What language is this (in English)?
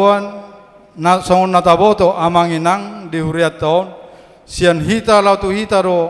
Batak Toba